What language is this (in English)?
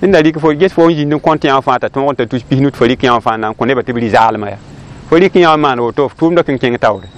Mossi